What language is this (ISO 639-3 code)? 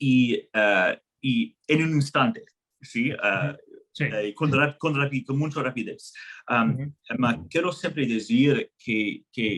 lad